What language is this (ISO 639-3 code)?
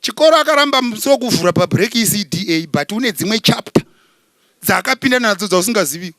sna